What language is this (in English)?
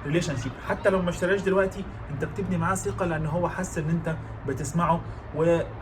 Egyptian Arabic